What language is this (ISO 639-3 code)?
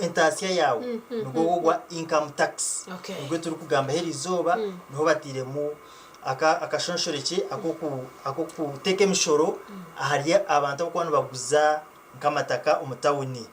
nyn